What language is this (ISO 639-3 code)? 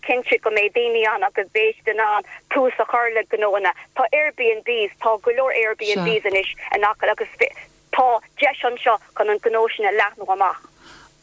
gle